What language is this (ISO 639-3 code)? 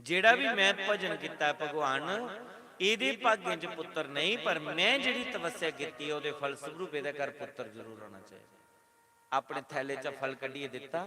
doi